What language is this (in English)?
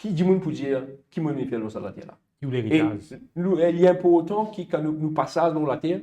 Morisyen